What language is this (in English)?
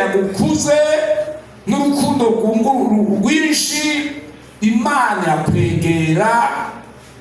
Rundi